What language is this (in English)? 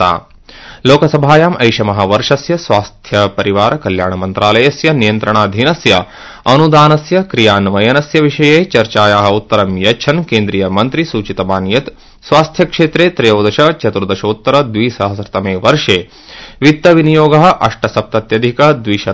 Sanskrit